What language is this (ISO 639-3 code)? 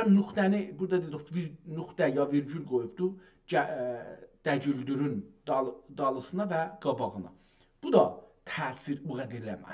azb